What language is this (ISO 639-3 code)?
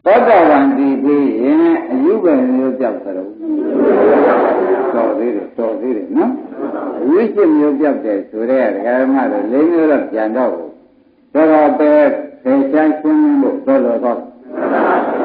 mya